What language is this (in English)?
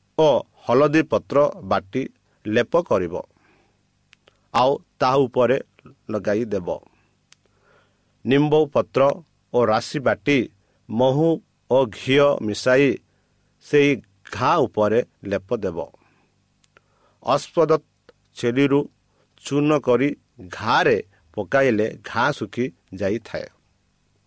Odia